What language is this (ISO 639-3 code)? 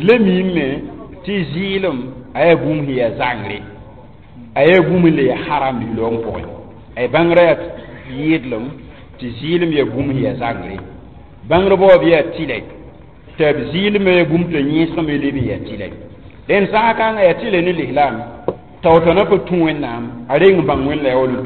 mos